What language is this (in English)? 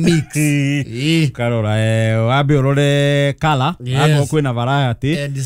Kikuyu